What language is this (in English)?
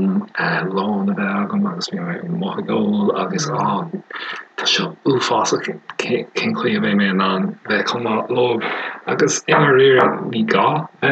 Irish